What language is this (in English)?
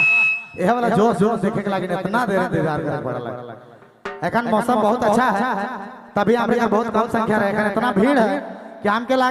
Sadri